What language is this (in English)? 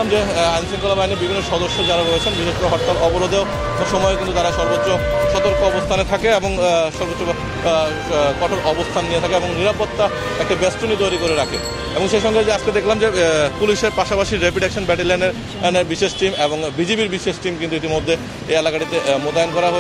Bangla